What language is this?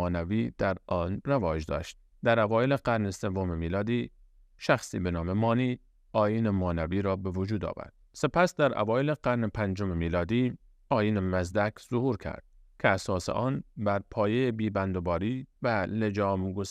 Persian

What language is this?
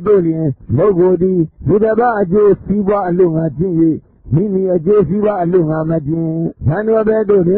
Burmese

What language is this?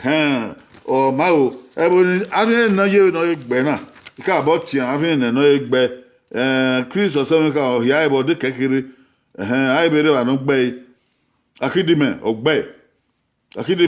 Bini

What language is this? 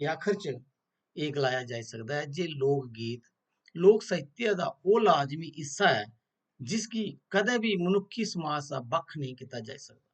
Dogri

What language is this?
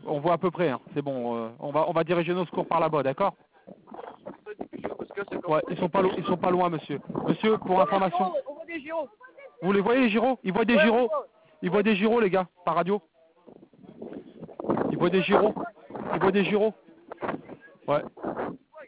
French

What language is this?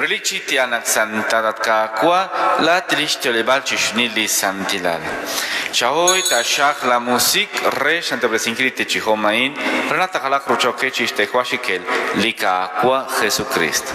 Kekchí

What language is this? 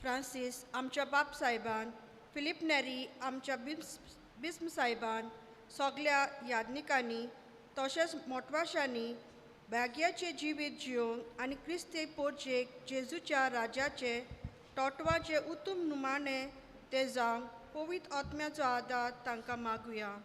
Konkani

